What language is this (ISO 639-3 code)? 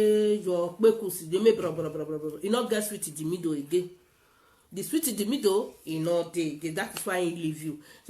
pcm